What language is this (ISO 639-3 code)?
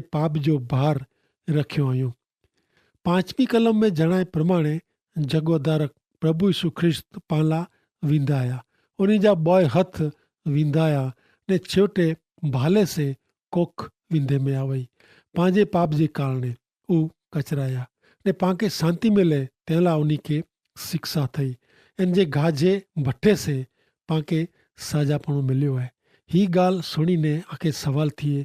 kfr